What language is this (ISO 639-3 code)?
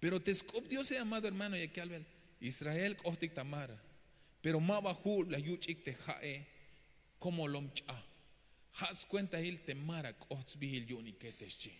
tzh